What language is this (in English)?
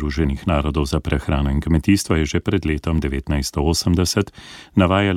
Slovenian